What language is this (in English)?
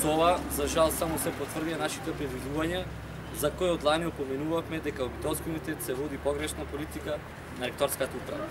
Macedonian